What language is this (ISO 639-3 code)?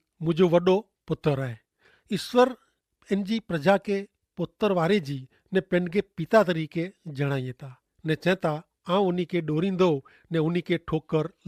kfr